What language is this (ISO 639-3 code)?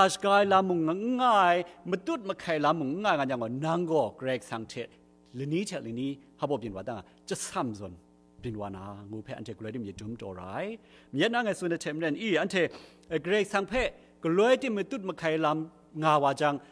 kac